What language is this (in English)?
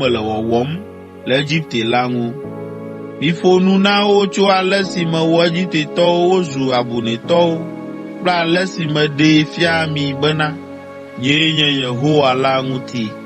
Ewe